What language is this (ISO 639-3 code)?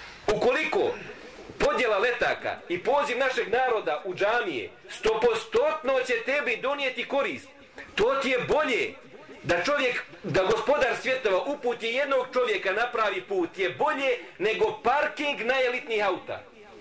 bos